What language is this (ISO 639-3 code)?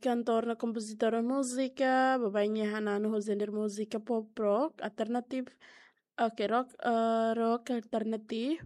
tet